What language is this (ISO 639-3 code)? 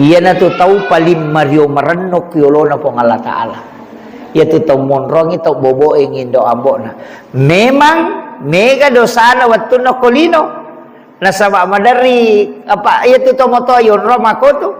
bug